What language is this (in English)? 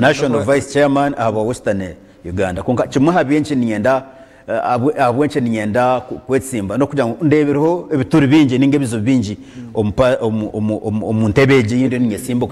Nyankole